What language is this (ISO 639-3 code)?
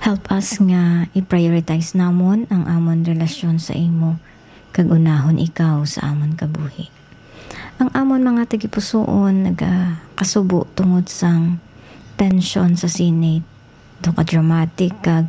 hil